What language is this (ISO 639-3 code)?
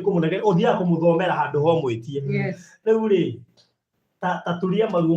kik